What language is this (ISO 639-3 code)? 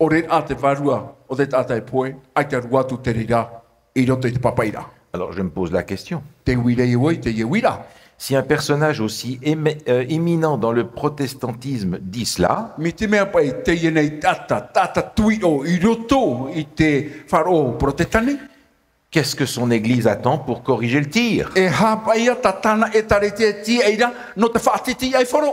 tah